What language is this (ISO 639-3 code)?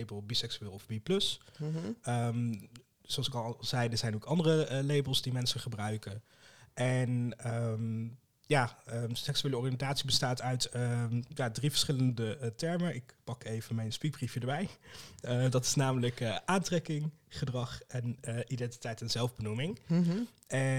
nld